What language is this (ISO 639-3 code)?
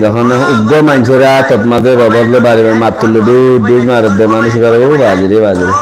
rhg